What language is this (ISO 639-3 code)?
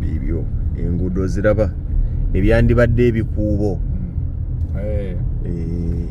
lug